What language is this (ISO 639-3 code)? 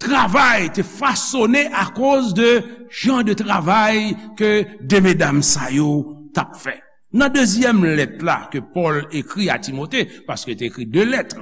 hat